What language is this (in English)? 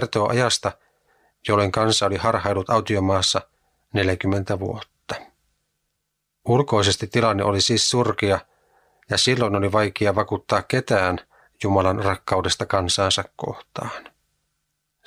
Finnish